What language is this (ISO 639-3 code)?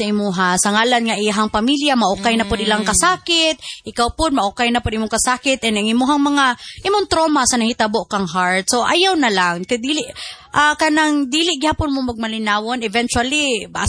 ceb